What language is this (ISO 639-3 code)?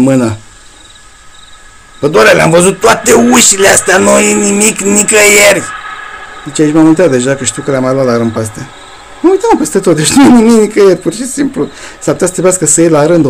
ron